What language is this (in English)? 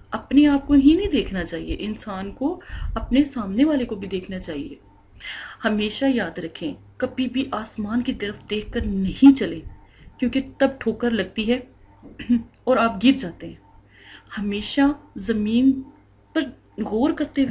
Urdu